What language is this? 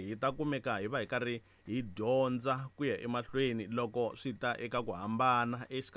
Tsonga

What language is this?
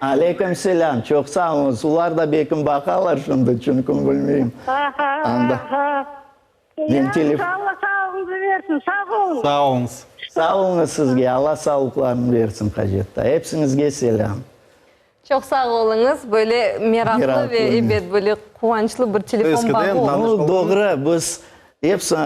Crimean Tatar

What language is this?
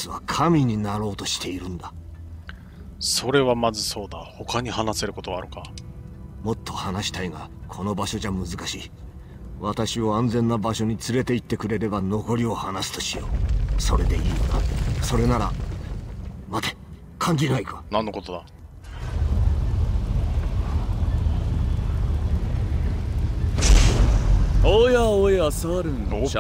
Japanese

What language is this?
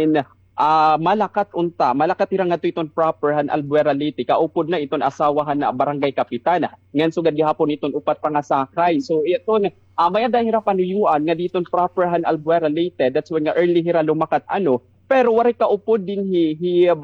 Waray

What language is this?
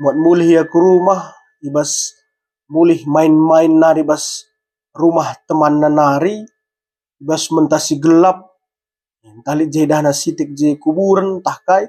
Batak Karo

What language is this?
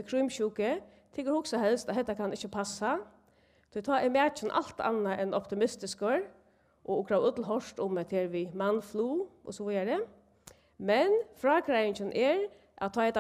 Faroese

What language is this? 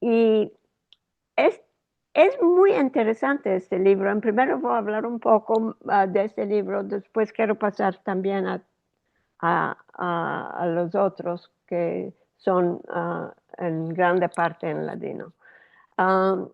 Ladino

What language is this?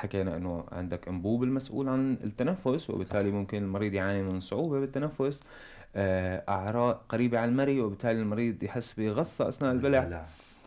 North Levantine Arabic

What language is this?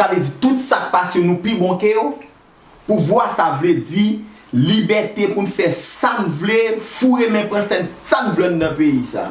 Haitian Creole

